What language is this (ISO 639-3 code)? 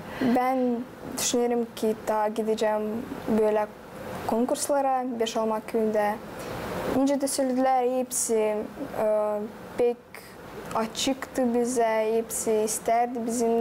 gag